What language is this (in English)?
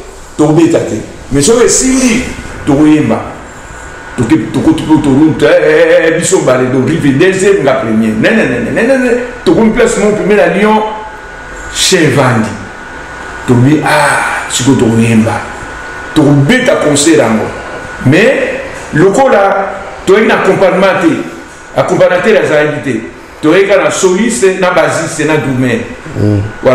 Lingala